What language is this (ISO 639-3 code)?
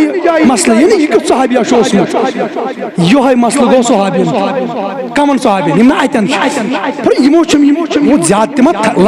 kas